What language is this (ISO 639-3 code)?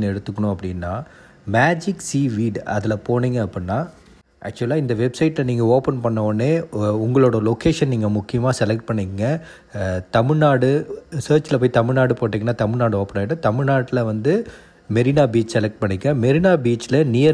tam